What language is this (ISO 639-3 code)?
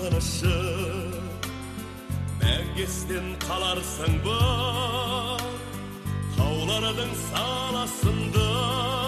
kaz